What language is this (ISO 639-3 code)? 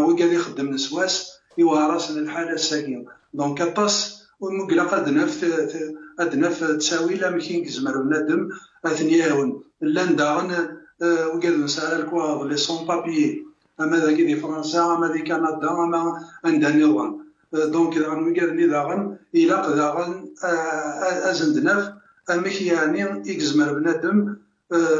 kab